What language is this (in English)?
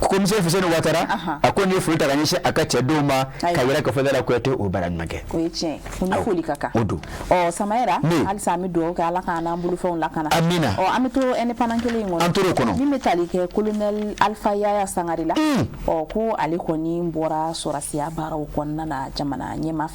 Bambara